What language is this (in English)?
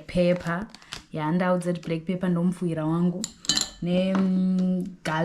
Shona